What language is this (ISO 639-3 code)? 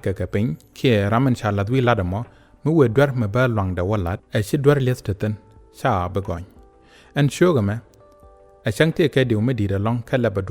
nus